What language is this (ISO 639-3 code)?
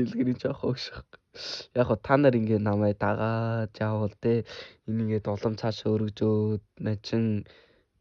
mon